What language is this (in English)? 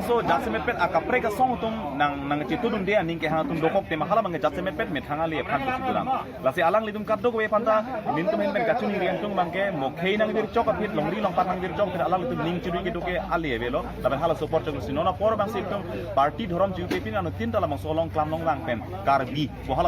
Karbi